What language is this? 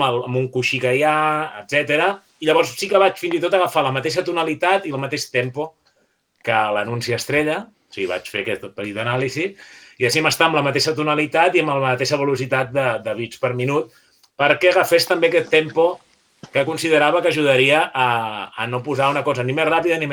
Catalan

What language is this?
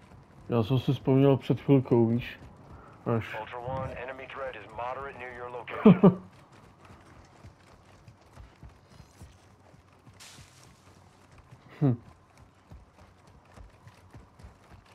Czech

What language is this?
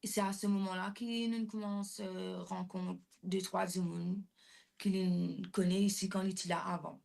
Morisyen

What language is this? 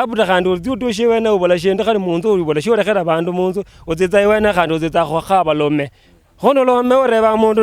Luyia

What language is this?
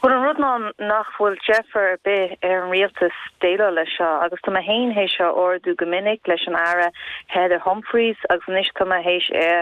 Irish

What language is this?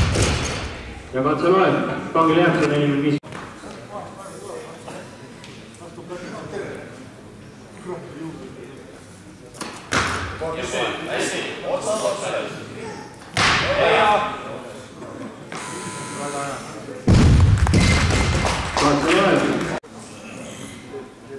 Estonian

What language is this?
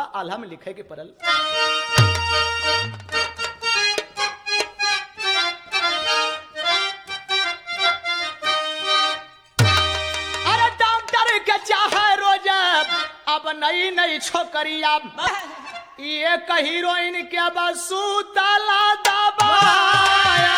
Bhojpuri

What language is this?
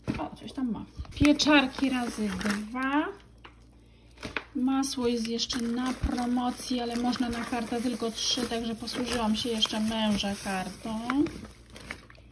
Polish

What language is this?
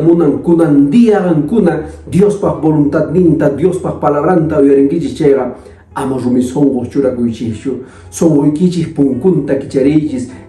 Quechua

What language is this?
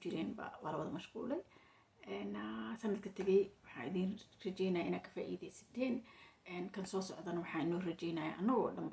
Somali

